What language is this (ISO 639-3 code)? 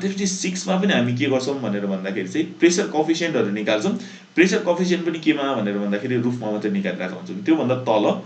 nep